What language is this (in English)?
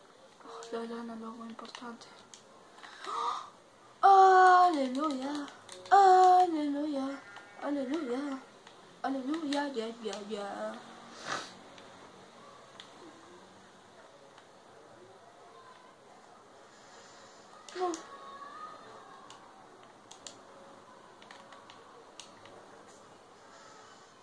Spanish